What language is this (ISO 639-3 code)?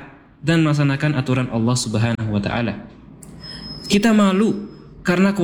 ind